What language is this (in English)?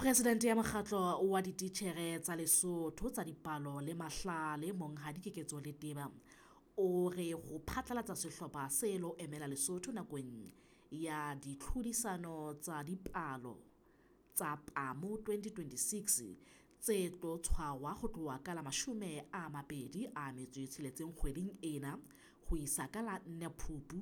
Southern Sotho